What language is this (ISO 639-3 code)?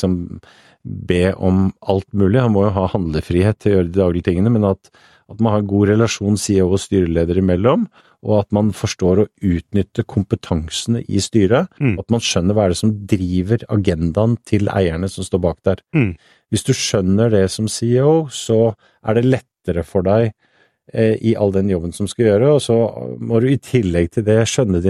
nor